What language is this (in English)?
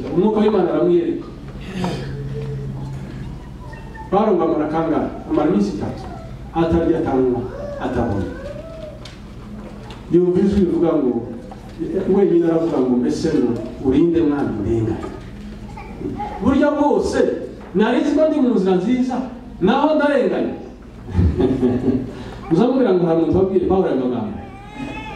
Kinyarwanda